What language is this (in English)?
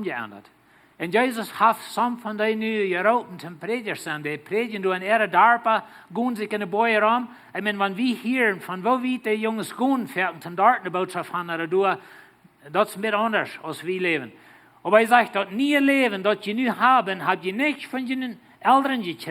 Plautdietsch